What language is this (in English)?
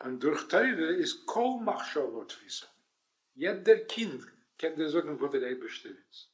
Yiddish